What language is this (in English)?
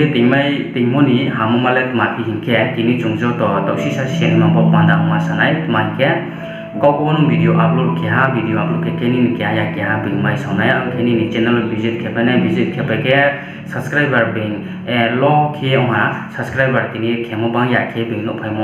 Riang (India)